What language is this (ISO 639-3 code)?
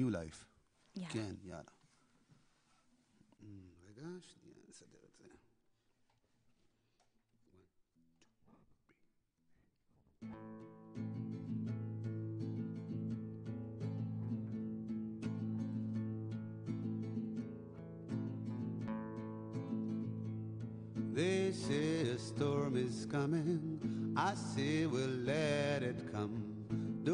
heb